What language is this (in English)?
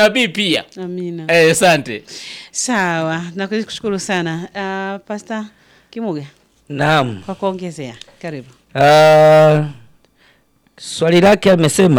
Swahili